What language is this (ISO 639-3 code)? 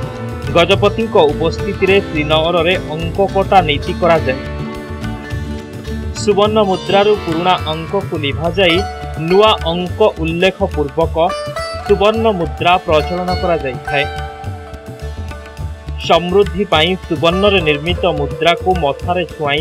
ori